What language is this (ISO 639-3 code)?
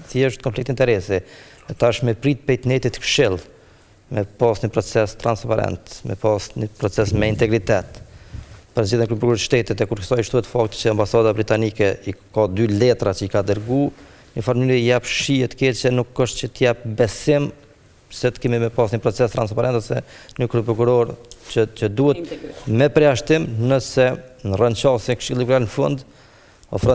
sqi